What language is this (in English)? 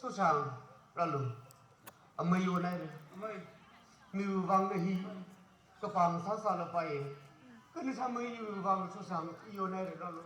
Tangkhul Naga (India)